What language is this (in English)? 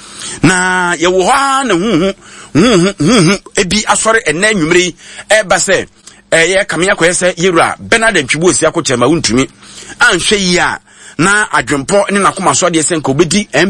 Akan